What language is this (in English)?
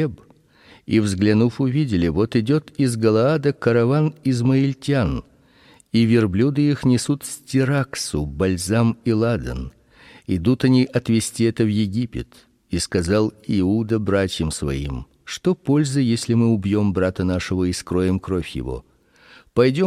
Russian